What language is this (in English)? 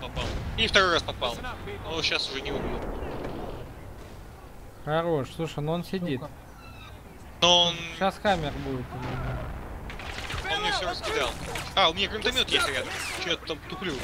Russian